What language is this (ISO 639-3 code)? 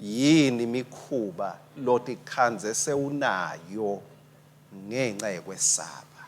ssw